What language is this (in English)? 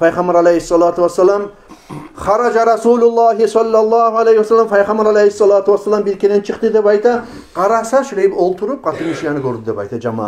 Kumyk